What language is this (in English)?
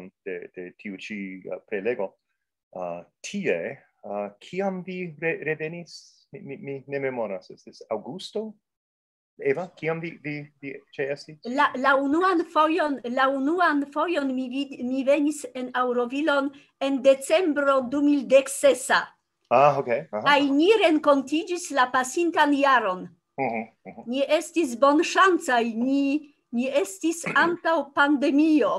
Esperanto